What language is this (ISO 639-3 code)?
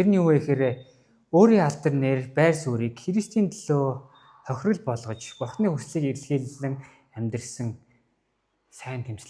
mon